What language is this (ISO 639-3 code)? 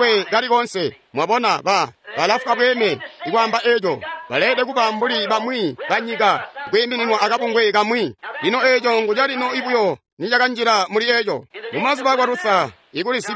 toi